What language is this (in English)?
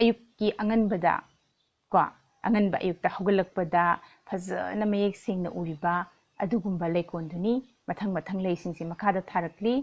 Manipuri